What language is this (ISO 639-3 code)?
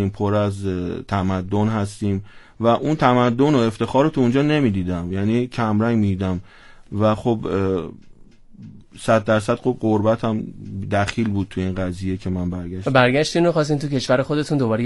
fas